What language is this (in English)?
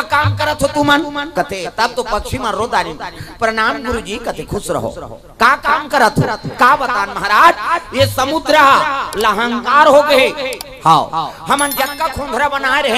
Chhattisgarhi